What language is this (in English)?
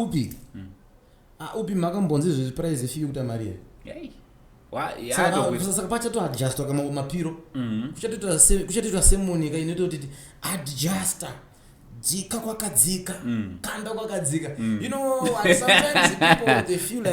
Shona